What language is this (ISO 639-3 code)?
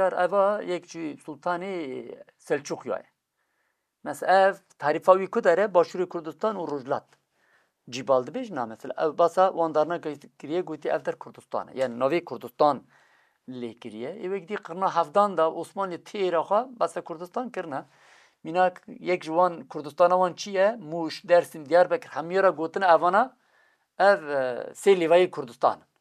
kur